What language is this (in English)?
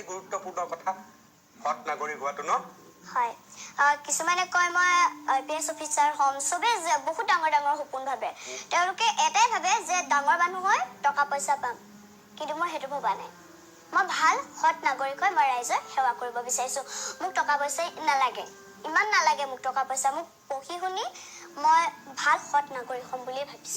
Assamese